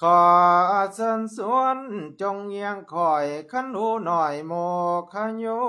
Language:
Lao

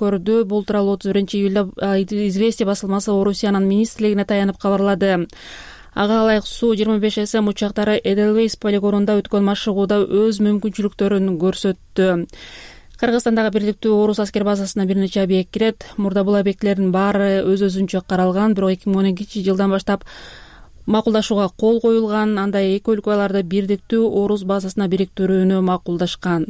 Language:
Kyrgyz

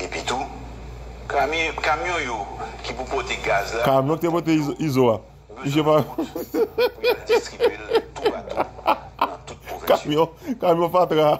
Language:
Haitian Creole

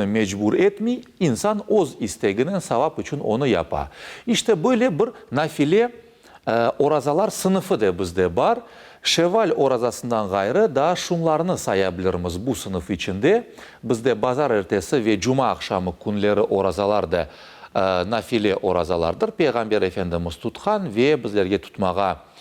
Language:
Crimean Tatar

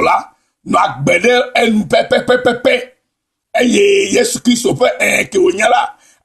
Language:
Ewe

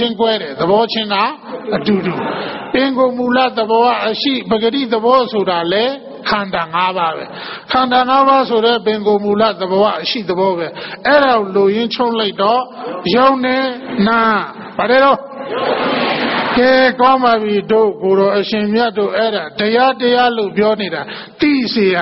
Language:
Burmese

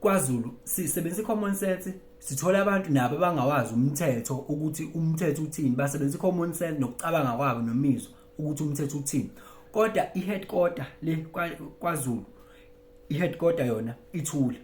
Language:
Zulu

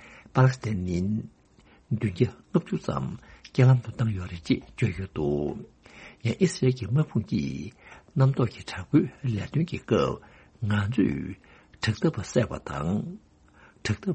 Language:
Tibetan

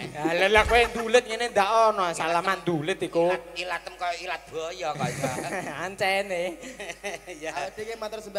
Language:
Javanese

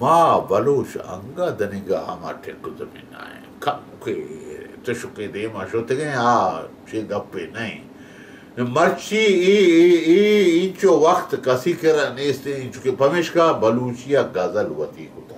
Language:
Baluchi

